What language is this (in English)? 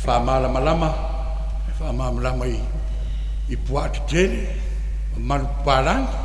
Samoan